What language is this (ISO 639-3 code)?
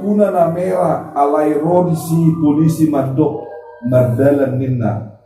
bbc